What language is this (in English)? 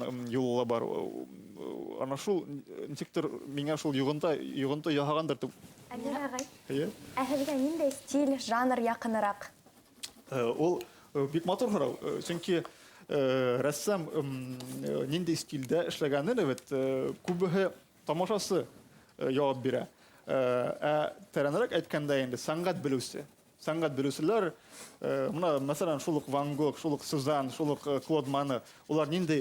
Bashkir